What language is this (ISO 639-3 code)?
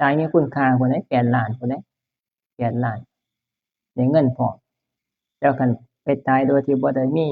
tts